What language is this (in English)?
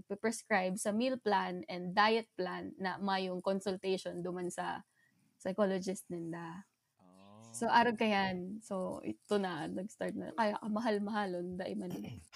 Bikol